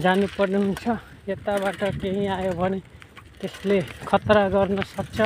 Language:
Nepali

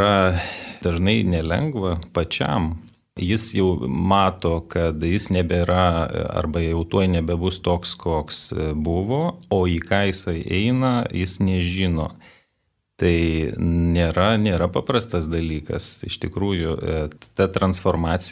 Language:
Lithuanian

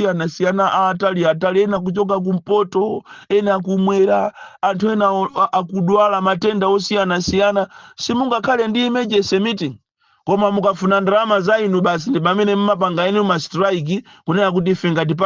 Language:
Nyanja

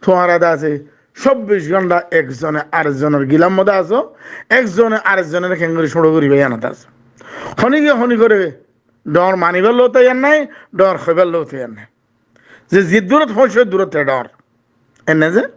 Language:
Rohingya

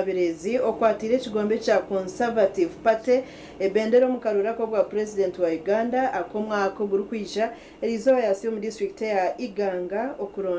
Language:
Nyankole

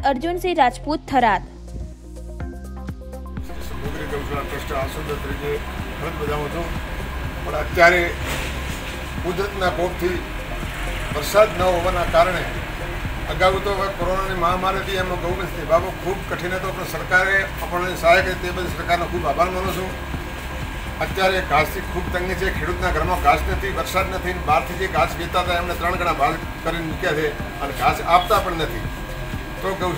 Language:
Gujarati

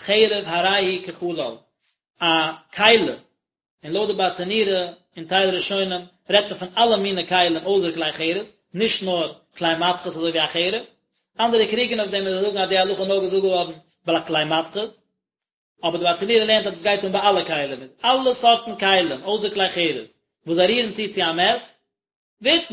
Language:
Yiddish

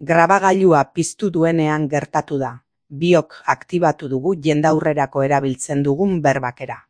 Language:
Basque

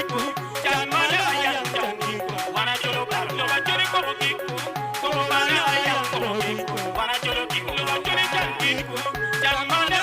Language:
Acoli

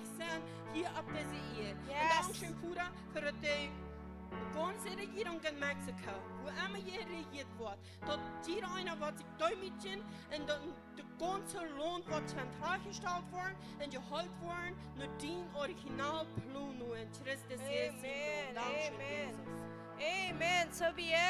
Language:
Plautdietsch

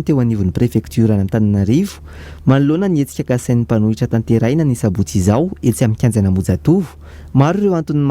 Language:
Malagasy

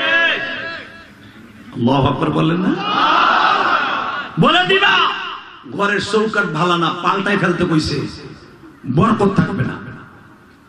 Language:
Bangla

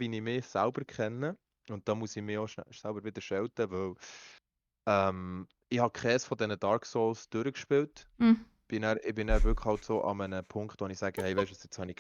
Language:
Swiss German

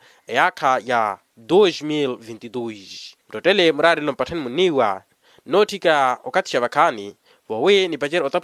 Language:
Makhuwa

